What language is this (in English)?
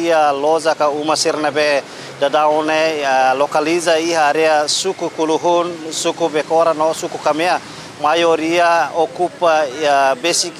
Tetum